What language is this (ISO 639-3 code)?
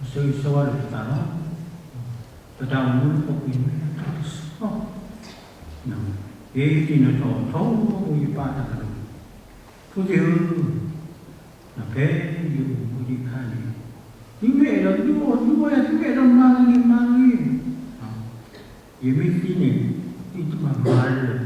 ksw